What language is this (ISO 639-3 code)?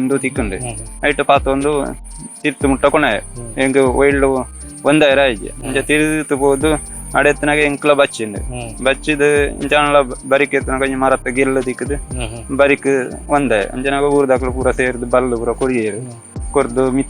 tcy